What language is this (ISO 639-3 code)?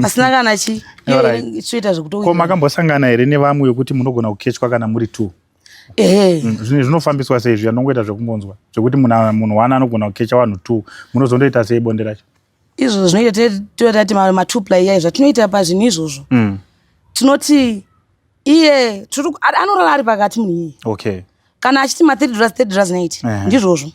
sna